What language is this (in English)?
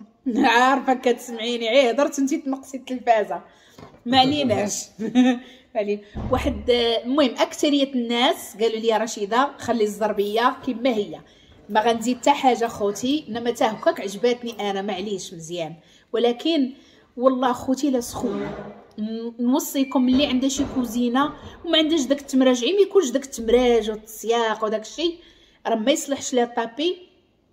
Moroccan Arabic